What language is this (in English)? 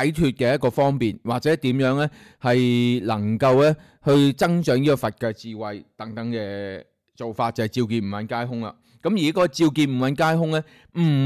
Cantonese